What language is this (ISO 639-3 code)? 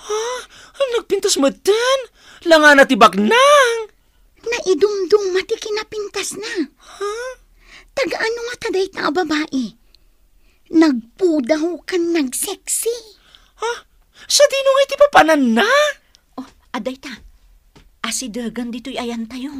ilo